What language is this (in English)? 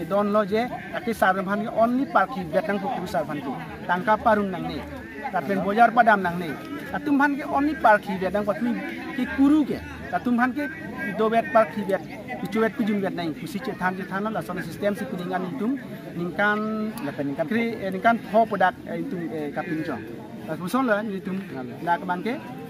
Karbi